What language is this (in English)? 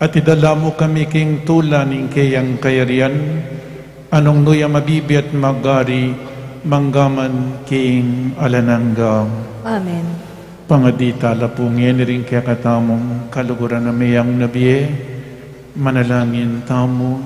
Pampanga